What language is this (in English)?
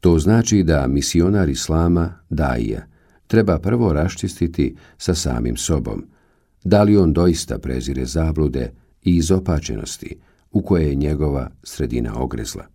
Bosnian